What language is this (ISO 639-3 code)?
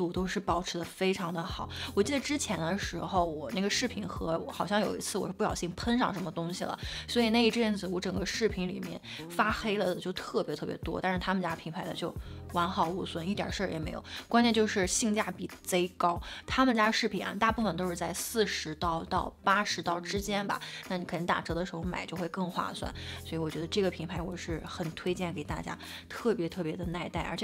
zho